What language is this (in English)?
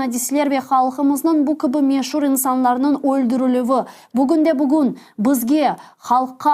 Crimean Tatar